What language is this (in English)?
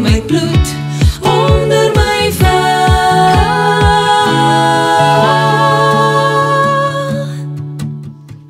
Afrikaans